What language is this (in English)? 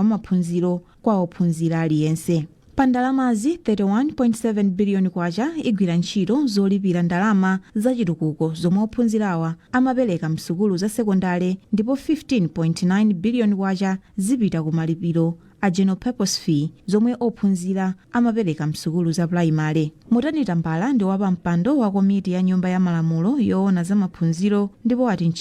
Nyanja